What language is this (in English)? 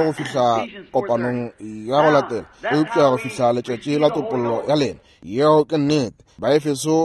Northern Sotho